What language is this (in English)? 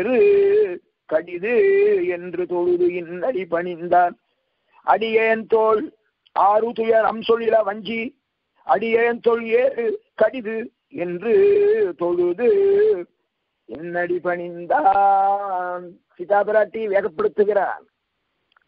Tamil